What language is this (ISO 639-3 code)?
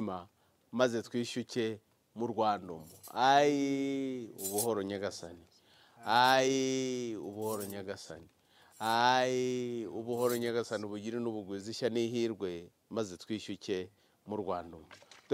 kin